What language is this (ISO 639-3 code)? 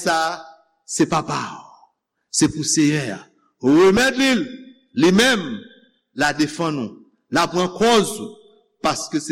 hat